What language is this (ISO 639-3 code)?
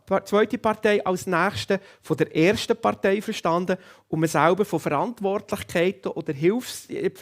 gsw